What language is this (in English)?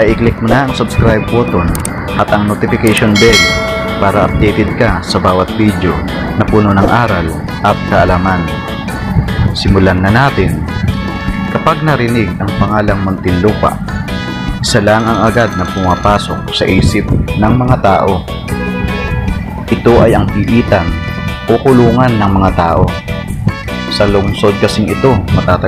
Filipino